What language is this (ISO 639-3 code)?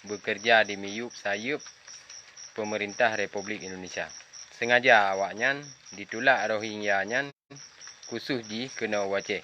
ace